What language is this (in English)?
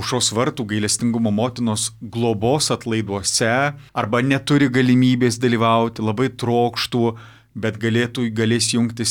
Lithuanian